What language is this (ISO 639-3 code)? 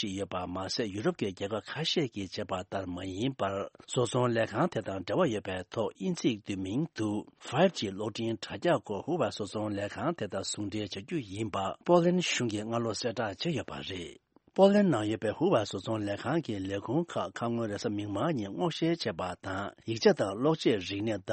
bod